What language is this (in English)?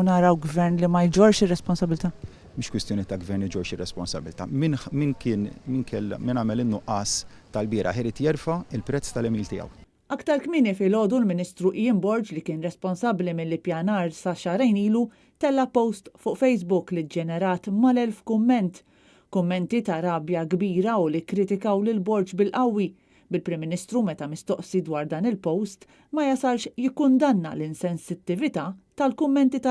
Maltese